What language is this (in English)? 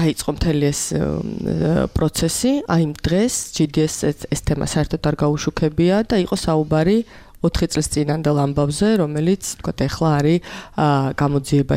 Georgian